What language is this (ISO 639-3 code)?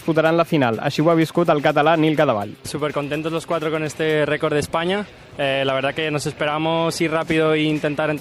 cat